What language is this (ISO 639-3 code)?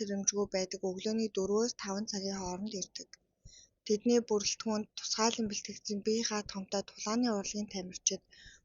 mon